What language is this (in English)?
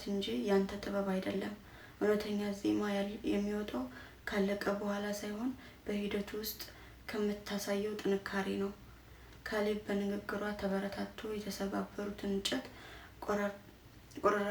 Amharic